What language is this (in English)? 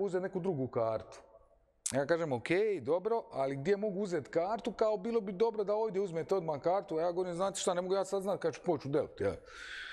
Croatian